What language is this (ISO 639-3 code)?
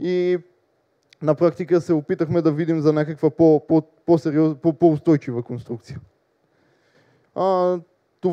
bul